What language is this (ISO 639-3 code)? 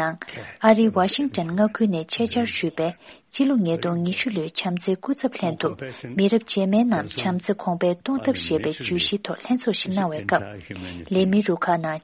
bod